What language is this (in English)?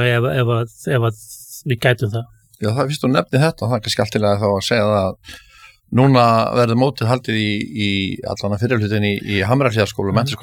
Icelandic